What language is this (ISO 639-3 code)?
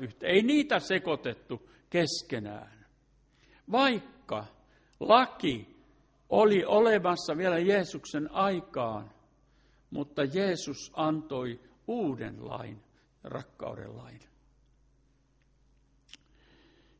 fin